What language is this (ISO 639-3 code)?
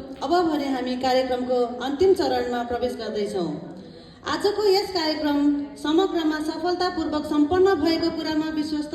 nep